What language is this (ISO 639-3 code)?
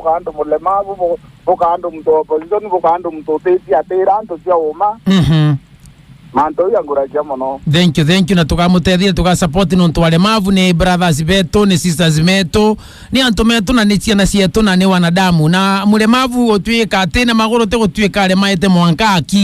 mer